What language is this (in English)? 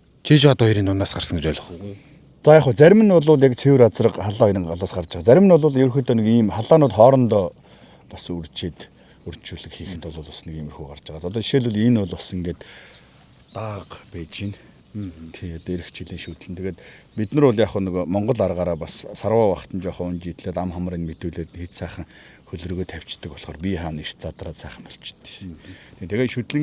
Mongolian